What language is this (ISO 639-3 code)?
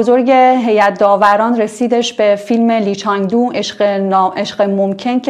fas